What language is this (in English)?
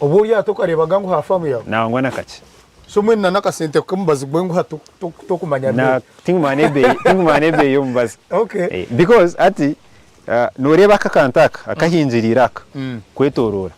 Nyankole